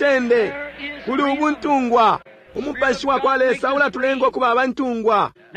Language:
Bemba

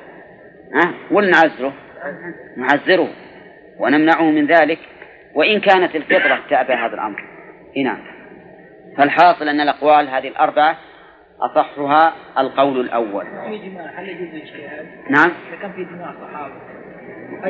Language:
Arabic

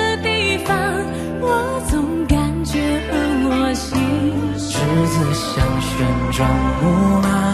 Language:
Chinese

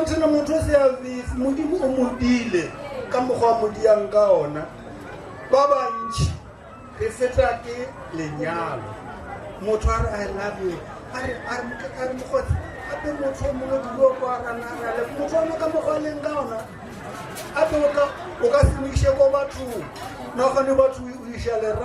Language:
Northern Sotho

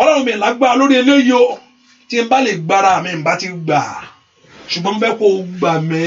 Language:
Yoruba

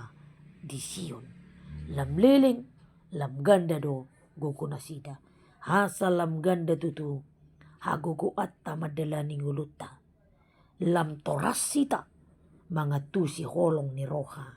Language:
Batak Toba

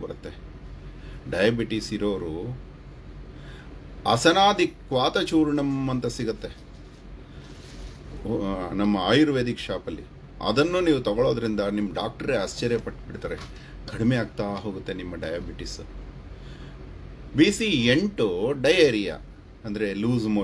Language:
Kannada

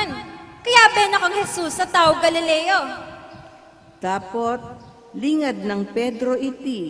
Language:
Pampanga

